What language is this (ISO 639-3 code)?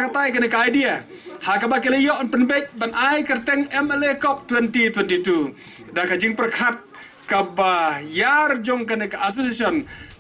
kha